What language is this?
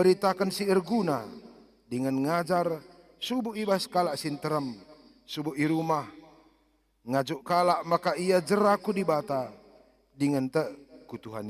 Batak Karo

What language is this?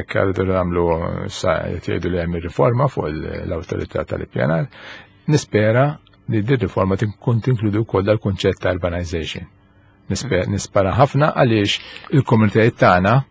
Maltese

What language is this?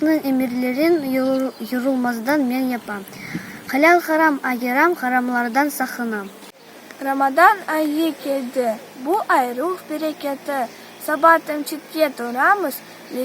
Crimean Tatar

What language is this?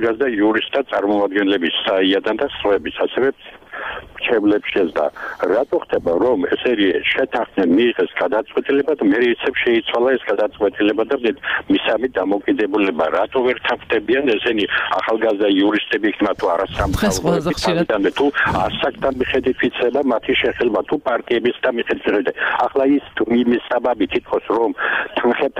Georgian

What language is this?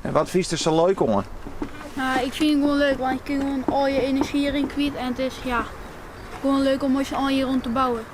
Western Frisian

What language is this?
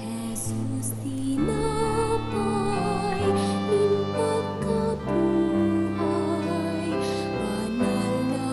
Bikol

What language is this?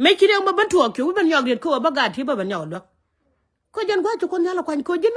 Nuer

